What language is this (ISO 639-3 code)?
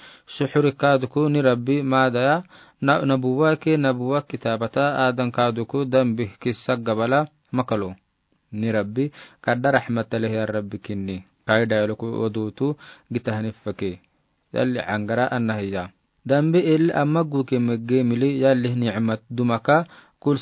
aar